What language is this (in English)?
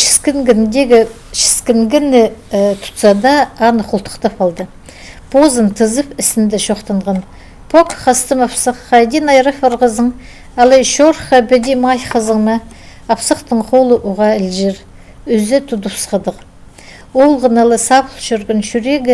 Khakas